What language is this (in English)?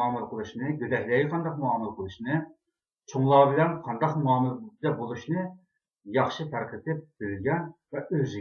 Uyghur